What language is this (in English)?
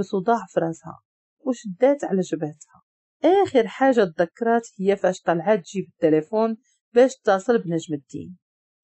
Moroccan Arabic